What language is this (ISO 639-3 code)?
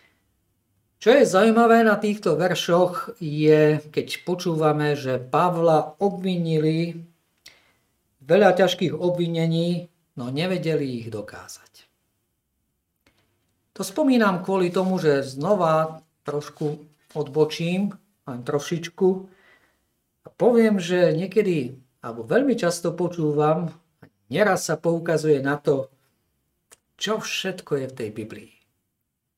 slk